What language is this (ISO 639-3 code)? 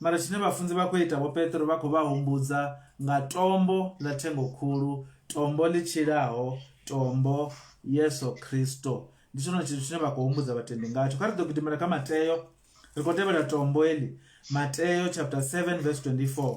ven